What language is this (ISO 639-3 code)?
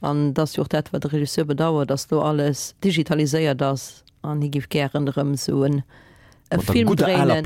ltz